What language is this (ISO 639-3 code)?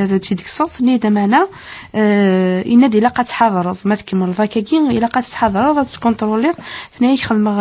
kab